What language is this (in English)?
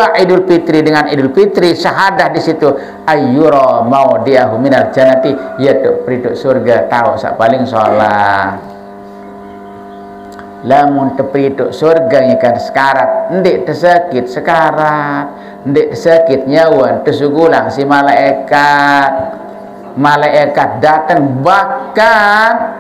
Sasak